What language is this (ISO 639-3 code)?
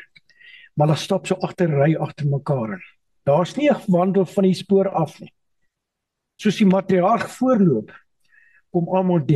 afr